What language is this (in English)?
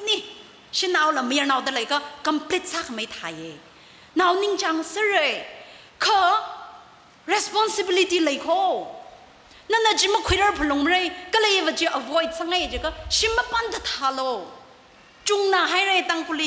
Tangkhul Naga (India)